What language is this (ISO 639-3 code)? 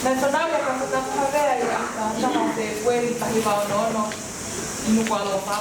ton